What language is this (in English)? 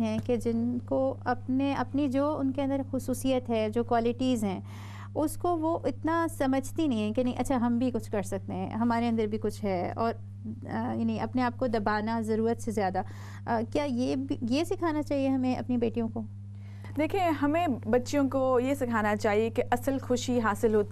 Urdu